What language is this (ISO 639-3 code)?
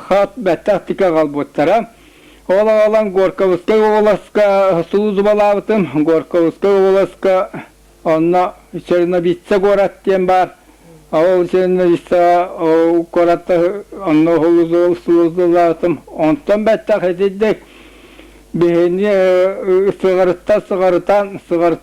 sah